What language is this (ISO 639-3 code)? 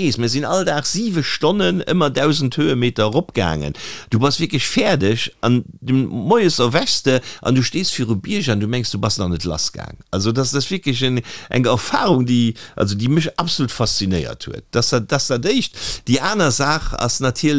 ltz